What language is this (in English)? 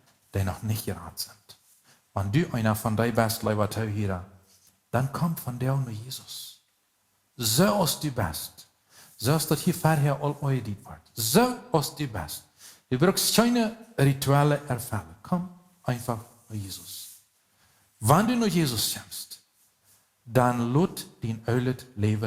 Plautdietsch